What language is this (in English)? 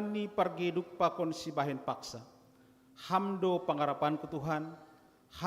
Batak Simalungun